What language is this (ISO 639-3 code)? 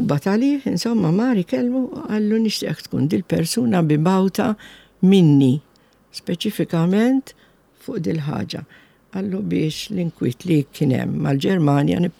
mlt